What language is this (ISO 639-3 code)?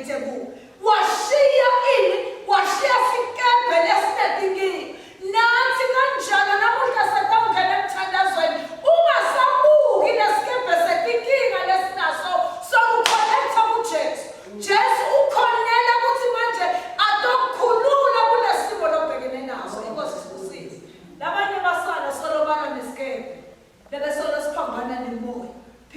ssw